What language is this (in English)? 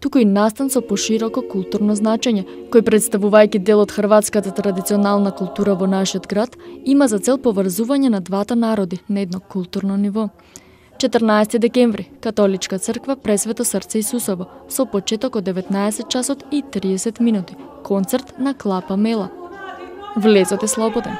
Macedonian